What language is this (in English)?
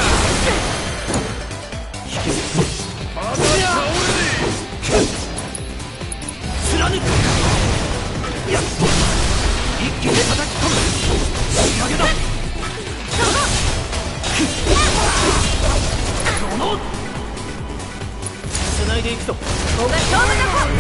Japanese